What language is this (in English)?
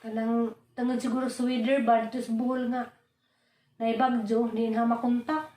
Cebuano